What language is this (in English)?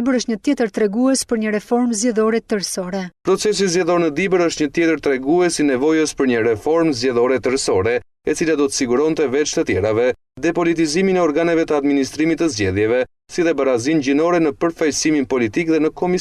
Albanian